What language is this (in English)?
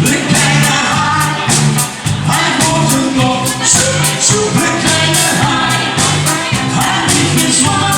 Limburgish